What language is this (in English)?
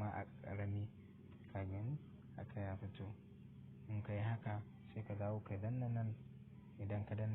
Hausa